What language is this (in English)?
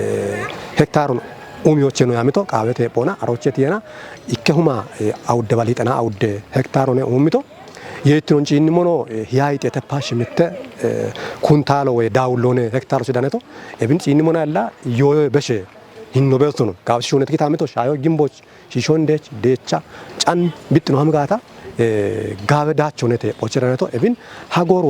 Kafa